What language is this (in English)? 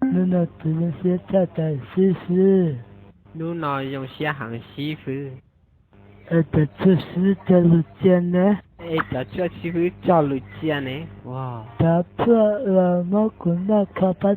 Hmong